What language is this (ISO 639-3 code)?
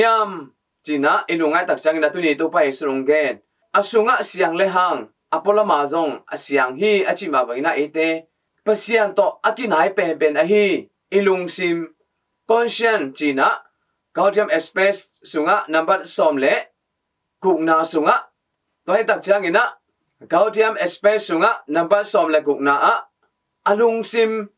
ctd